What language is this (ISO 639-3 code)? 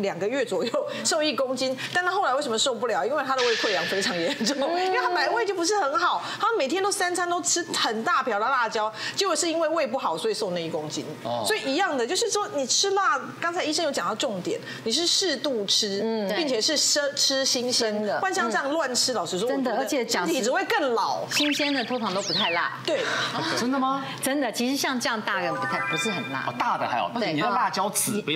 zho